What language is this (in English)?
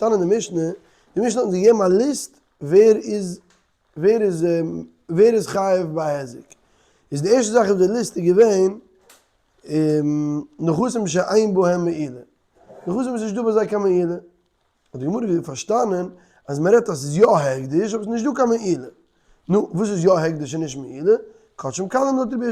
Yiddish